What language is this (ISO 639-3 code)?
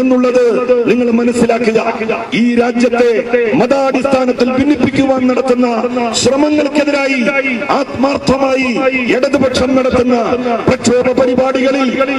mal